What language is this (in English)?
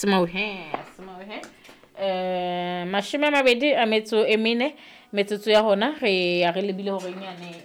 Southern Sotho